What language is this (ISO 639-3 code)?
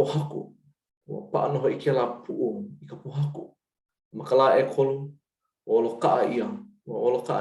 haw